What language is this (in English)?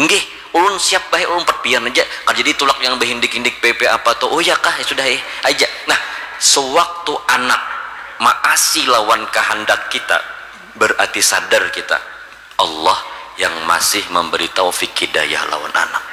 Banjar